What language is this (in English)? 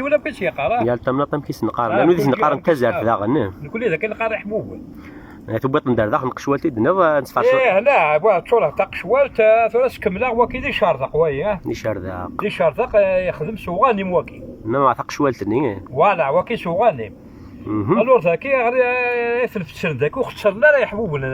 Kabyle